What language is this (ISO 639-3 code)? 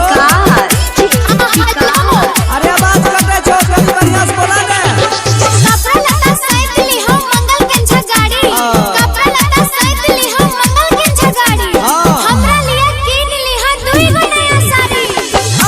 mai